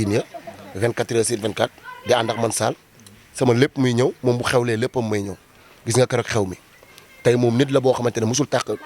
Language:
Wolof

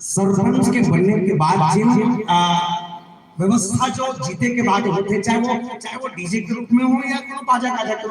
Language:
Chhattisgarhi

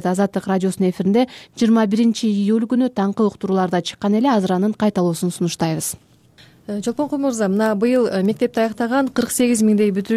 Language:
Kyrgyz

